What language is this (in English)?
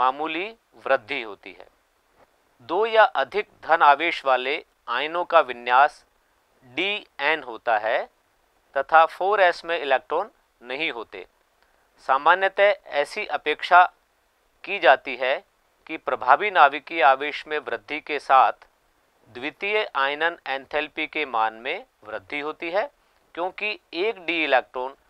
Hindi